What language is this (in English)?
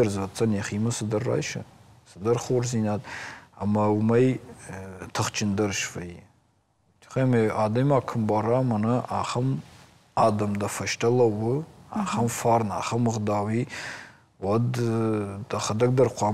Ossetic